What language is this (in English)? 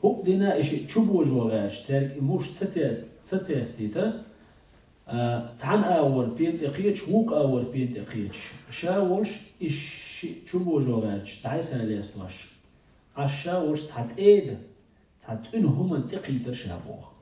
Chechen